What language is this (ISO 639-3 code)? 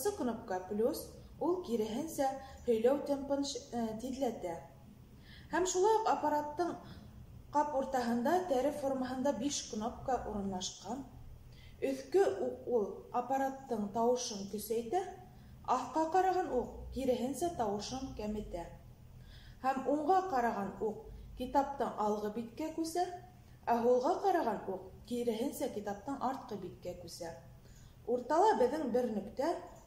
bak